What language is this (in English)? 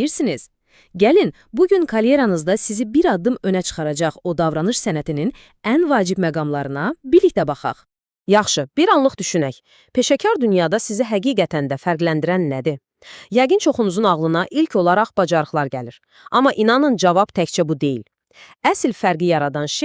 Azerbaijani